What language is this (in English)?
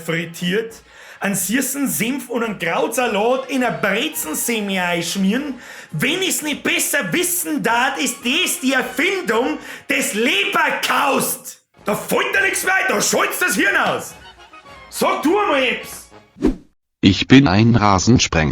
Bavarian